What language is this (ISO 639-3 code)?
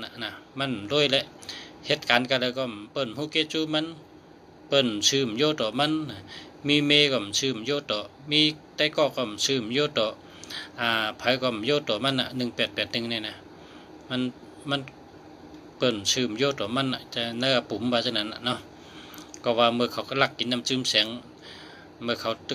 shn